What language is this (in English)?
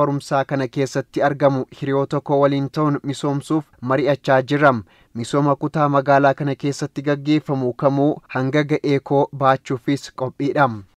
Oromo